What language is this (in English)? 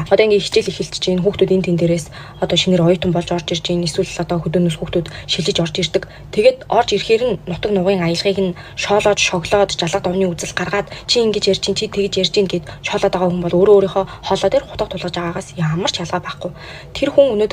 Mongolian